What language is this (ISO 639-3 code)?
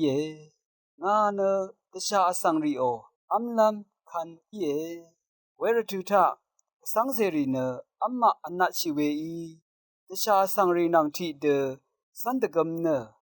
raw